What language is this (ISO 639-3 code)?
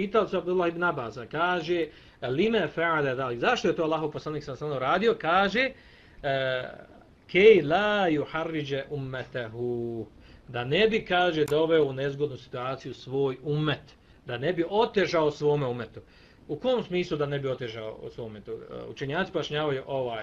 bos